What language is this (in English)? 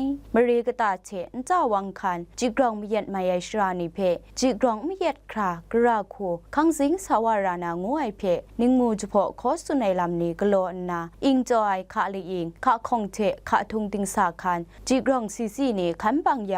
Kachin